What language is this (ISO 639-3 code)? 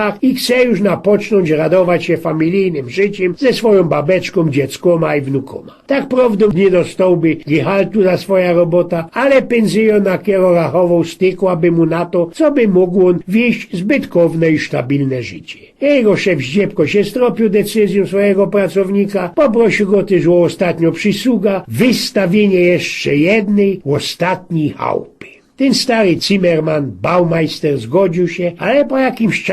szl